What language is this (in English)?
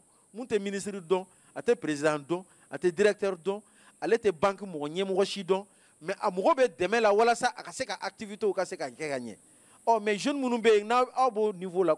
Bambara